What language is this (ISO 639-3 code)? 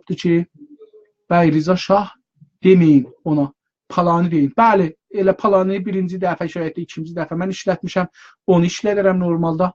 azb